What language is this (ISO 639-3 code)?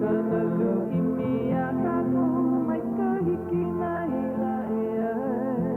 haw